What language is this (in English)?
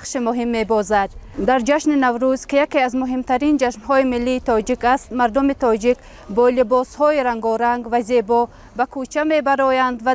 Tajik